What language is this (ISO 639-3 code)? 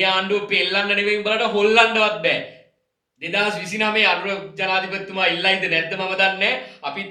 sin